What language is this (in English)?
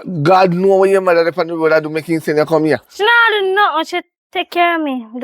Jamaican Creole English